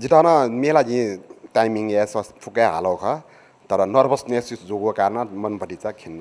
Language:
Newari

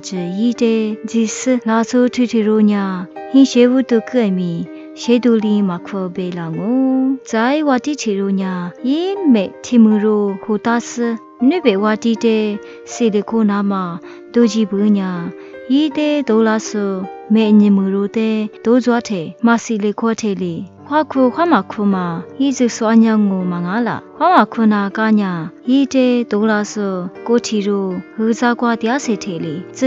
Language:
Lisu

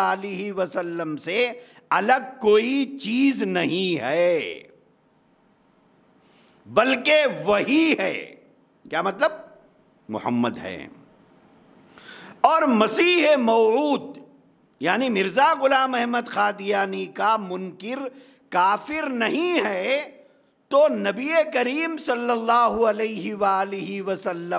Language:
Urdu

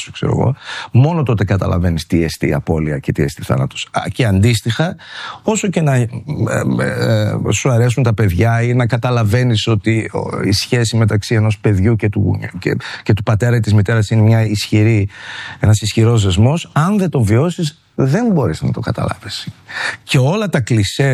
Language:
Greek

